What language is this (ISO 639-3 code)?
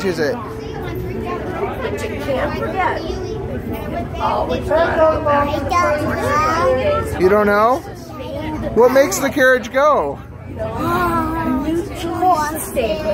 eng